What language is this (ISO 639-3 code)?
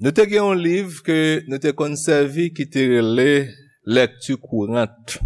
hat